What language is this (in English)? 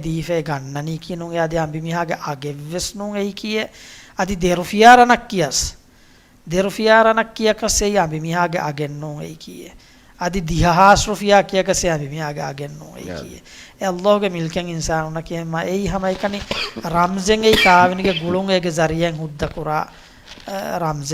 Divehi